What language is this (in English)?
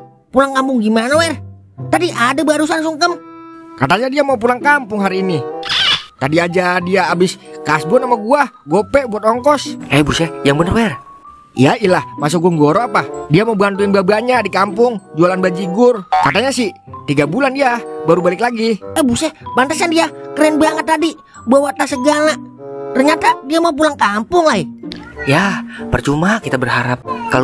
Betawi